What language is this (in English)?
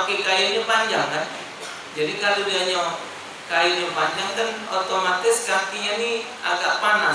Musi